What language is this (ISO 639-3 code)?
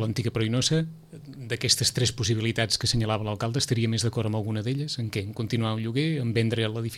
cat